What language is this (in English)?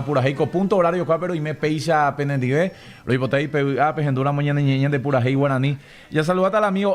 Guarani